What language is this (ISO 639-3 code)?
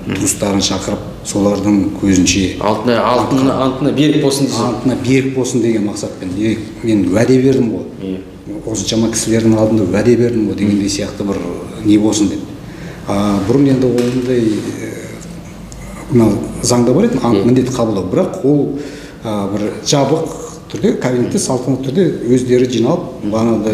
kaz